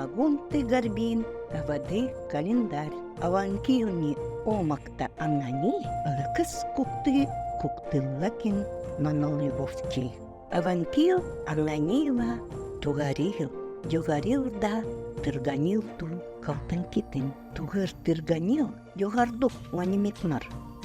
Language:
Yakut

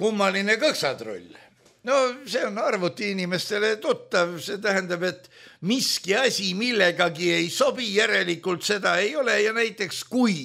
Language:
Estonian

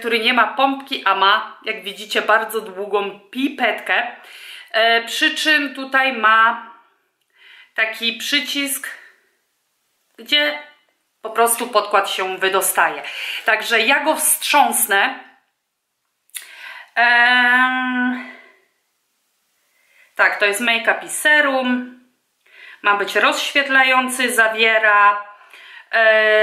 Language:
Polish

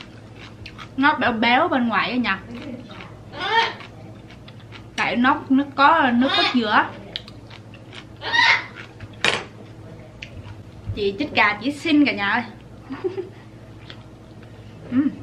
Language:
Vietnamese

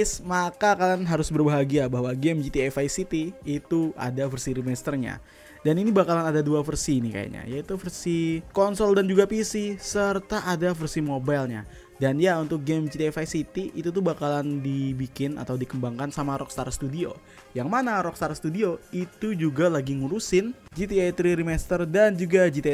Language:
Indonesian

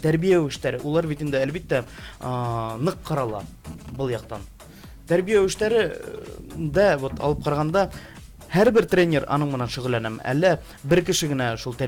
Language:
Bashkir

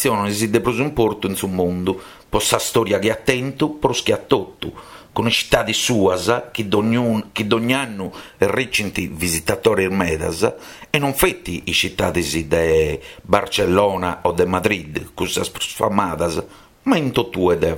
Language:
Sardinian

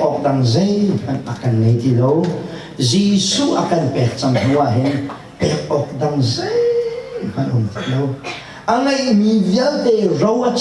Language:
Hakha Chin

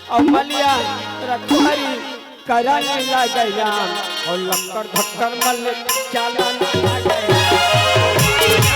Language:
Chhattisgarhi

